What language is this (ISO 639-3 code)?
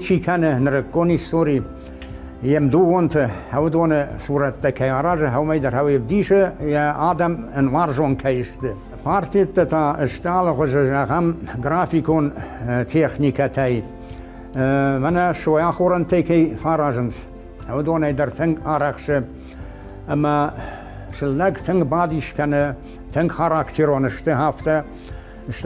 oss